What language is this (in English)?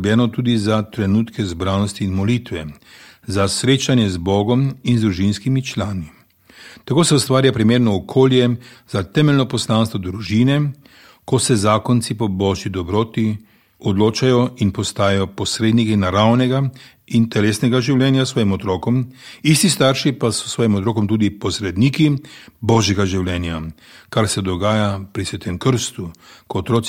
Slovenian